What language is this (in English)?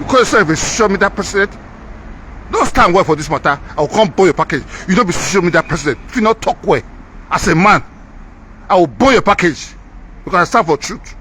Nigerian Pidgin